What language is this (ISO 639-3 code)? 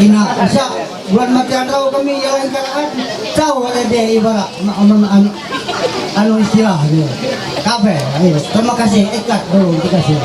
mhy